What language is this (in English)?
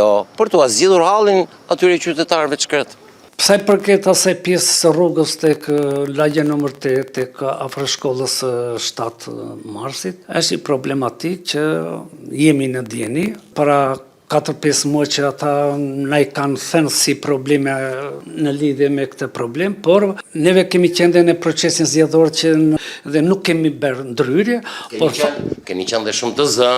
Albanian